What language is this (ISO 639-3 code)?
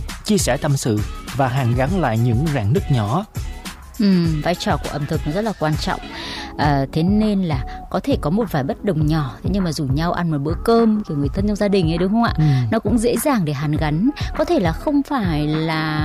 vie